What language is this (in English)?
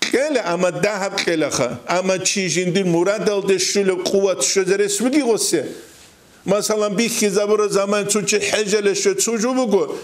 Avaric